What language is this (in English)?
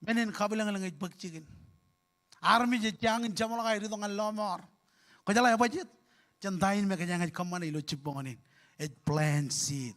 Marshallese